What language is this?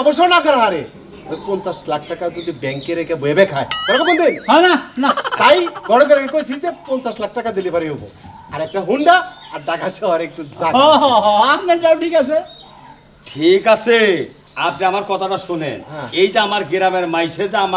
Sylheti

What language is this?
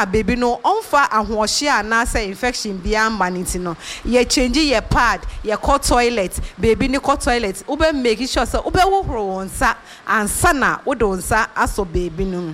Akan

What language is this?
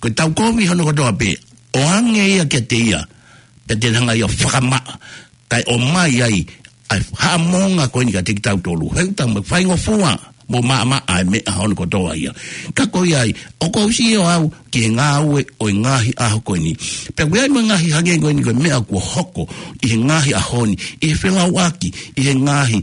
Tongan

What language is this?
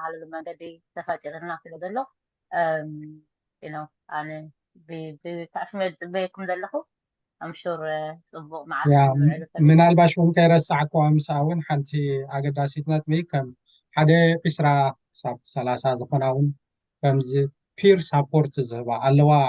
Tigrinya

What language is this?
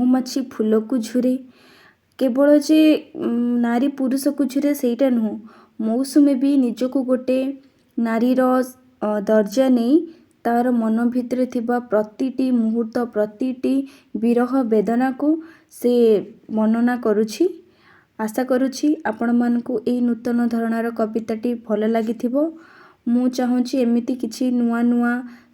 Odia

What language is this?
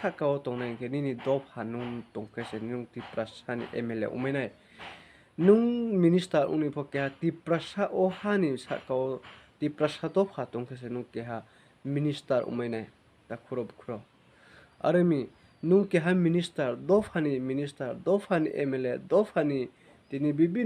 Riang (India)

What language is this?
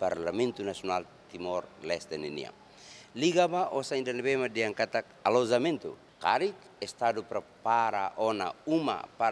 Tetum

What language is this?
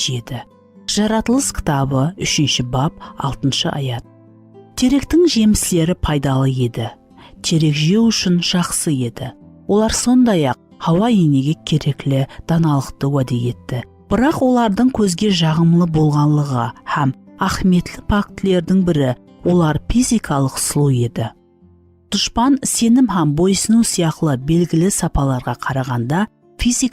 Kara-Kalpak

